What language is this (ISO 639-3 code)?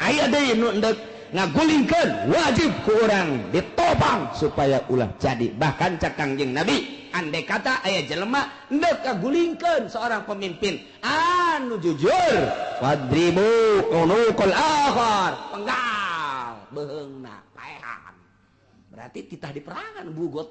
sun